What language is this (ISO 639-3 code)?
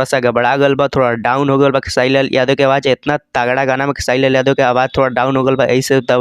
bho